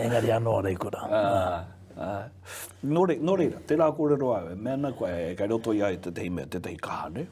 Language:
Māori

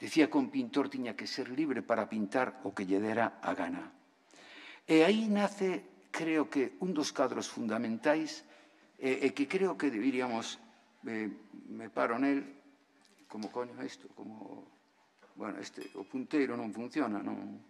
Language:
Galician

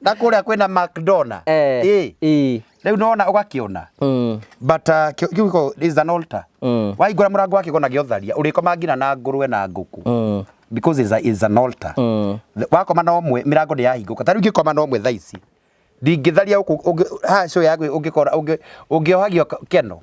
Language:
Kikuyu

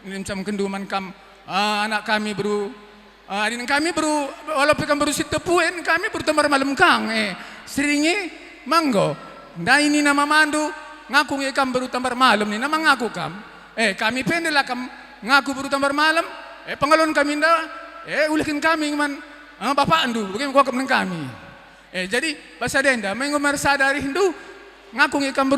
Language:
Batak Karo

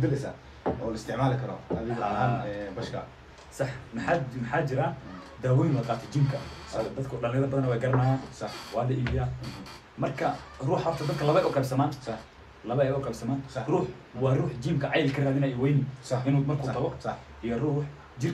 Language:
Somali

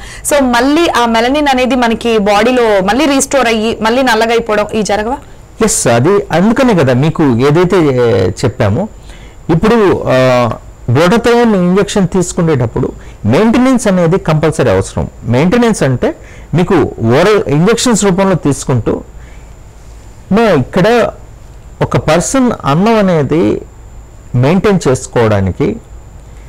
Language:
Telugu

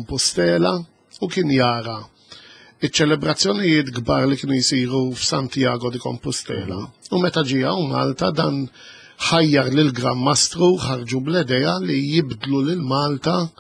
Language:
Maltese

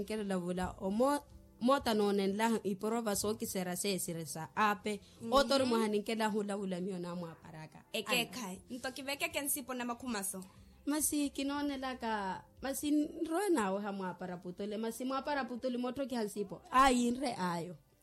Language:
Makhuwa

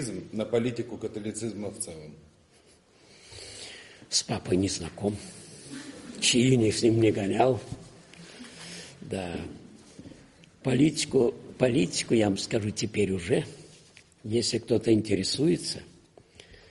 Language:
Russian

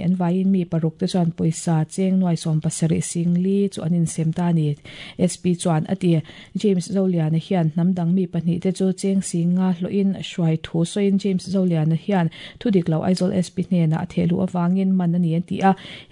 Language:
Mizo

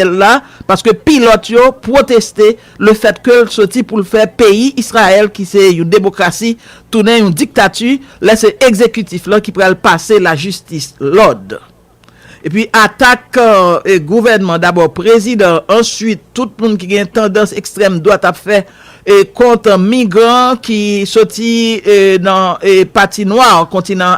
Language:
Haitian Creole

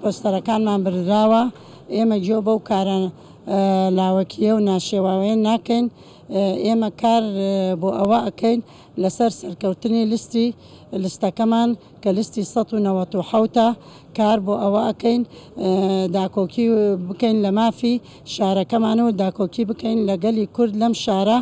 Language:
Central Kurdish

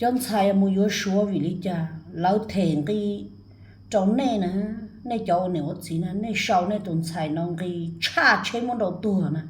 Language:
Hmong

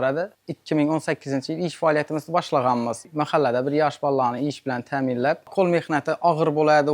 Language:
Uzbek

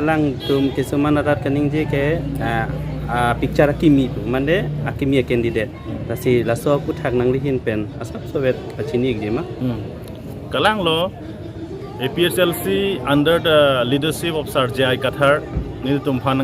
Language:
Karbi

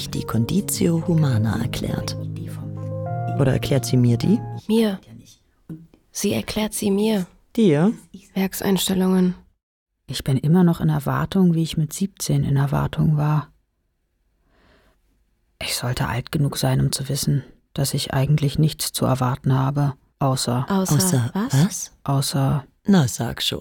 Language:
German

